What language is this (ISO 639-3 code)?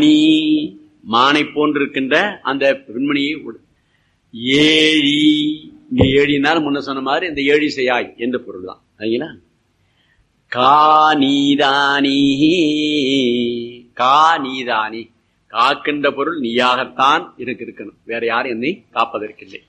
tam